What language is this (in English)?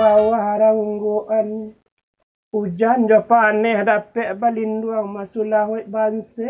Minangkabau